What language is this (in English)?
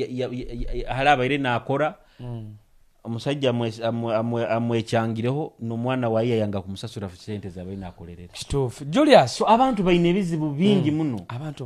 Nyoro